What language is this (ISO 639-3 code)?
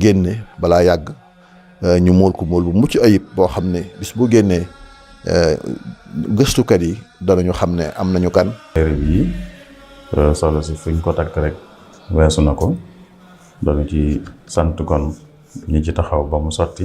wol